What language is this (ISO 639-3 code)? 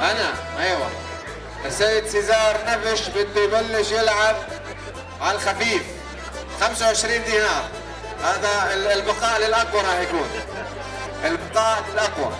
apc